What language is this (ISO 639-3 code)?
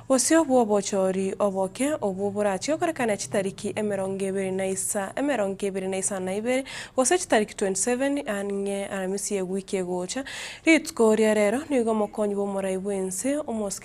guz